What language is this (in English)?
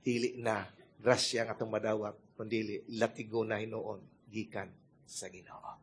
Cebuano